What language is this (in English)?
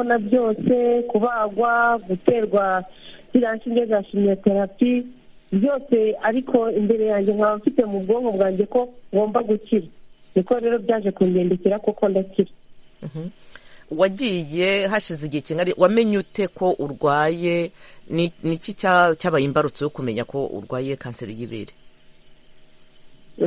Kinyarwanda